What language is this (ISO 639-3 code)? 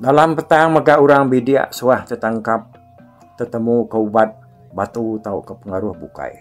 iba